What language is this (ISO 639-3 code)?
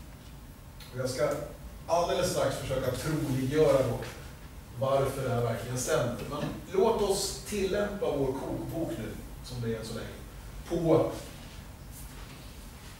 swe